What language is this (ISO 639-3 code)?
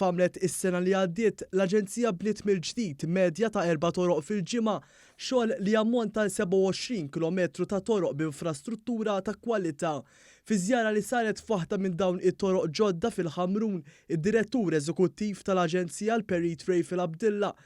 mlt